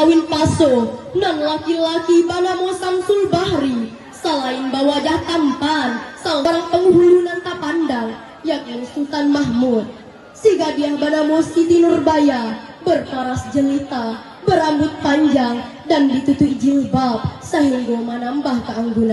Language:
Minangkabau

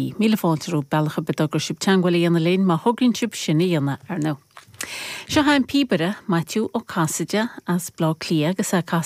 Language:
Irish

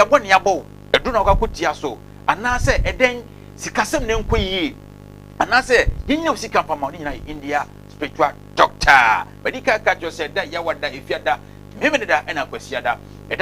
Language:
Akan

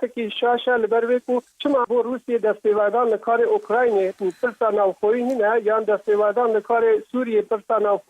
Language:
Kurdish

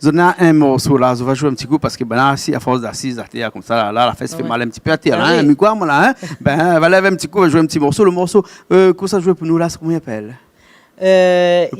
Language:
Réunion Creole French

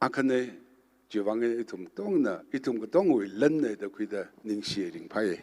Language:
Tangkhul Naga (India)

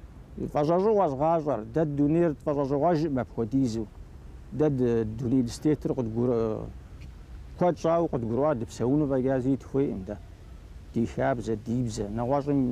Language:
Kabardian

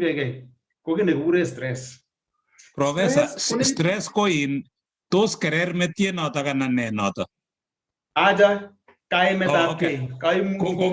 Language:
Kalenjin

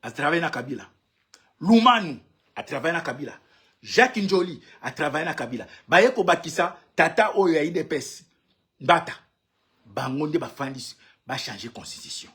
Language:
Lingala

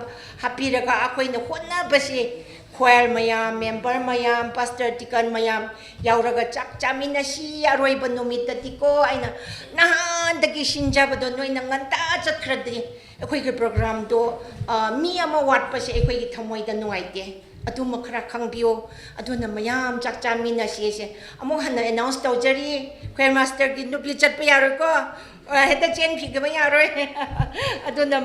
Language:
Tangkhul Naga (India)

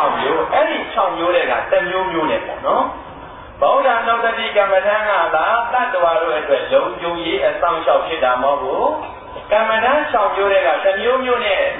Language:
Burmese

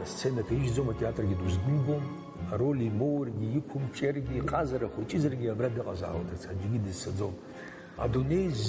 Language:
Abkhazian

